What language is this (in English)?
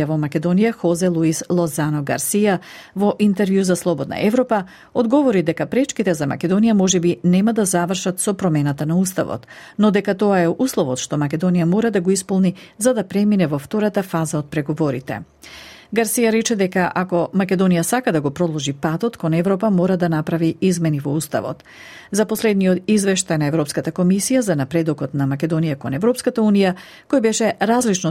Macedonian